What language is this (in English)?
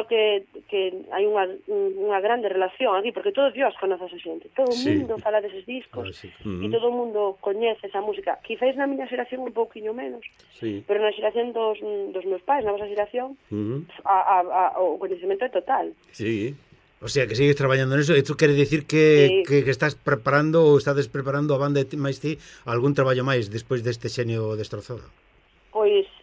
Galician